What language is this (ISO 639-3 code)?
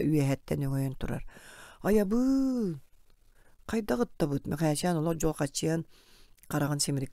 sah